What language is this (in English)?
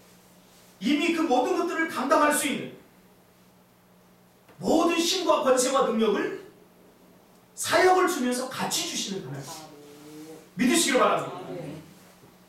Korean